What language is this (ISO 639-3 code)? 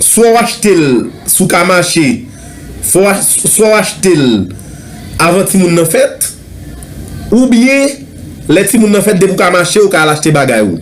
hat